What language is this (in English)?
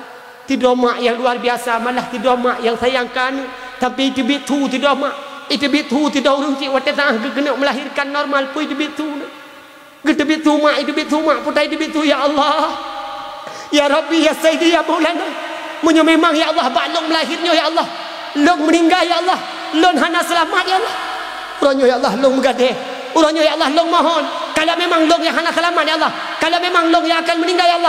Achinese